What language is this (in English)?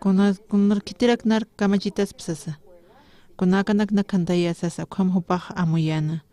Aymara